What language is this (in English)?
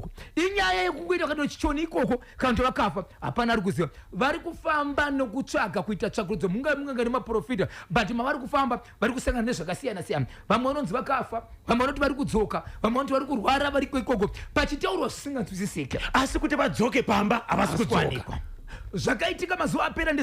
Shona